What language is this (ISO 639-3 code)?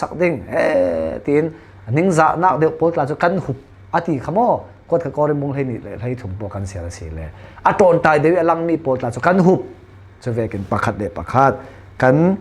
cfm